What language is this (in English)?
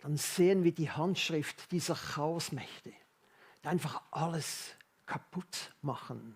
Swiss German